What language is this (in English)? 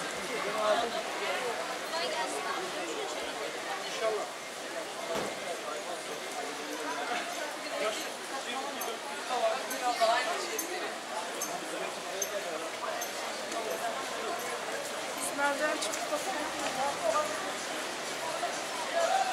Turkish